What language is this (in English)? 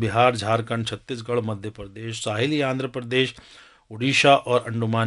Urdu